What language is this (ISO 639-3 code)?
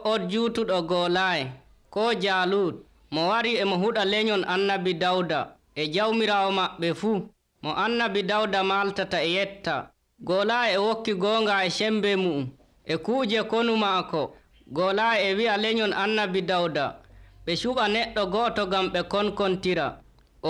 fuv